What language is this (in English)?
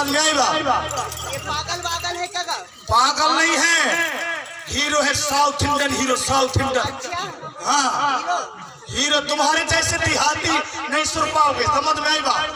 Chhattisgarhi